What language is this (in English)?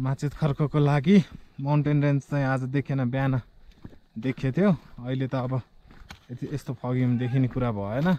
Nepali